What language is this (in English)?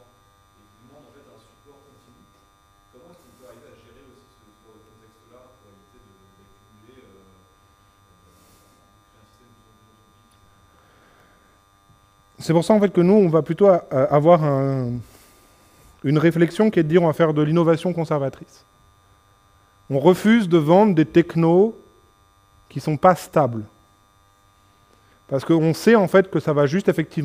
French